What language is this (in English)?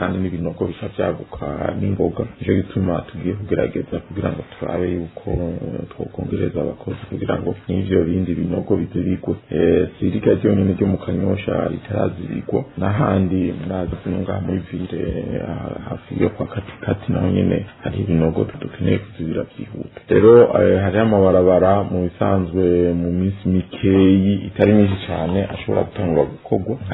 Rundi